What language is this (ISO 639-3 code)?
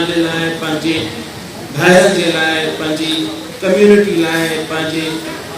snd